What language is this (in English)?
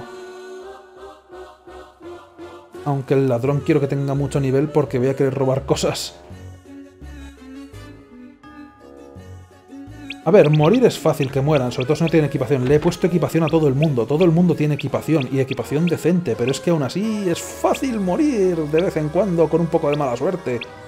Spanish